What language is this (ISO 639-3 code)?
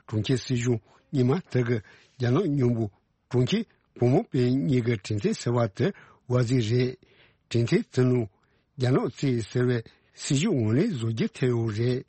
bod